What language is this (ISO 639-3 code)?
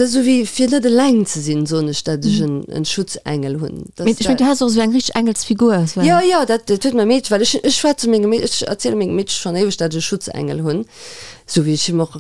ltz